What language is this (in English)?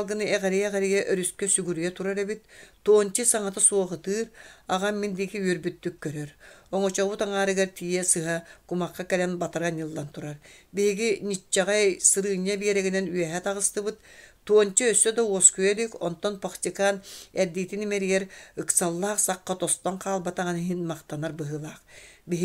Yakut